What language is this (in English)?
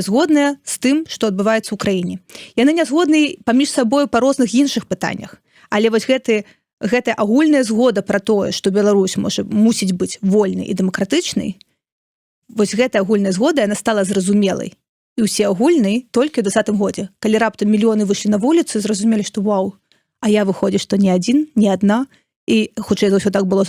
Belarusian